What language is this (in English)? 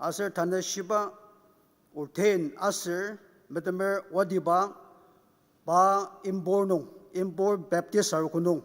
Ao Naga